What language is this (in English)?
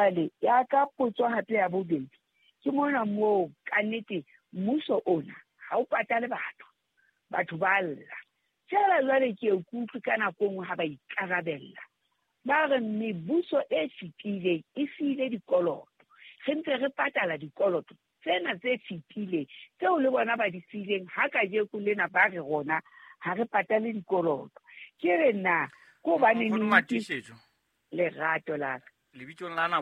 Southern Sotho